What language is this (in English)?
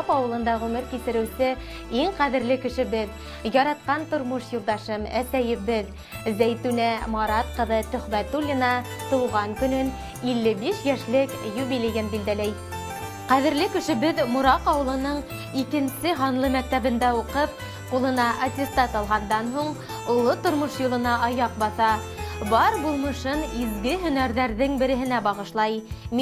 Bashkir